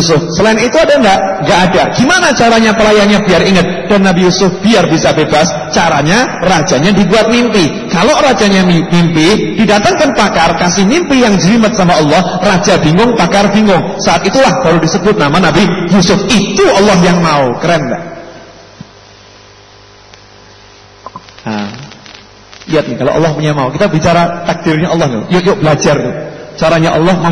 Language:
Indonesian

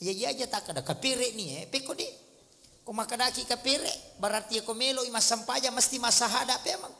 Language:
Buginese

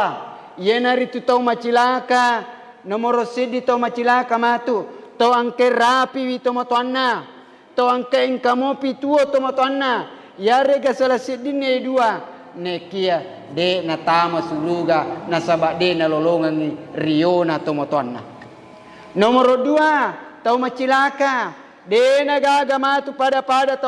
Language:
Buginese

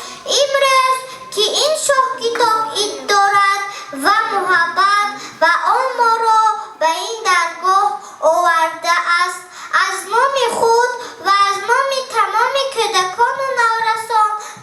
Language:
Tajik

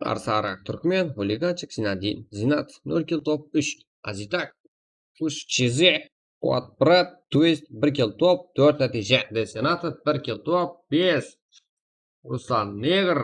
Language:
Kara-Kalpak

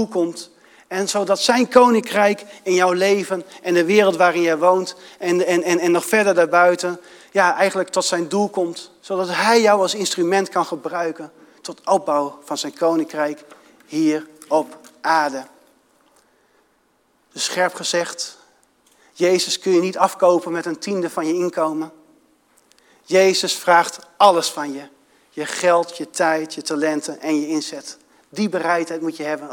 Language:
Dutch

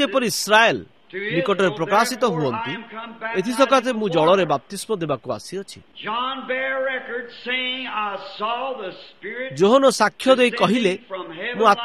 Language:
Odia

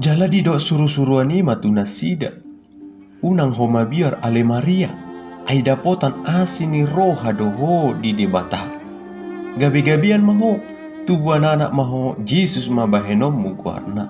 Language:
Batak Toba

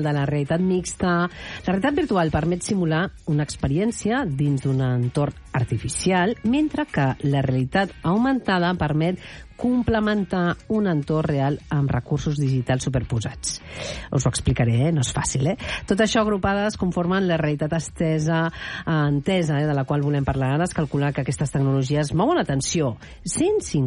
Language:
Catalan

